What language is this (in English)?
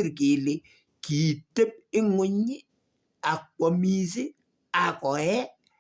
Kalenjin